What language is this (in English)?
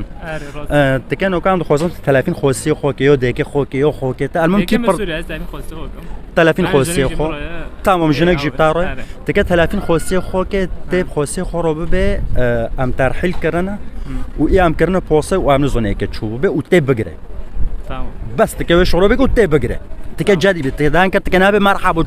Kurdish